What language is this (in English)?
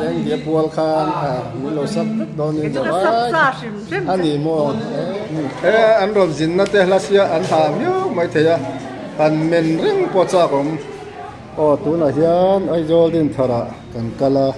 Mizo